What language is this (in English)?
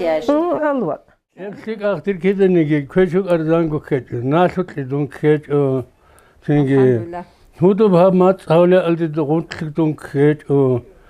Avaric